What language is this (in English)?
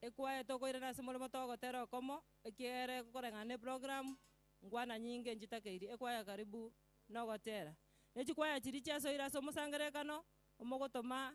Gusii